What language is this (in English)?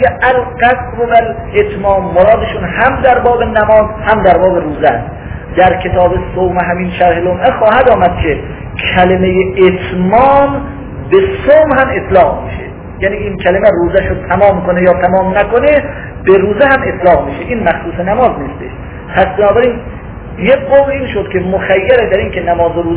Persian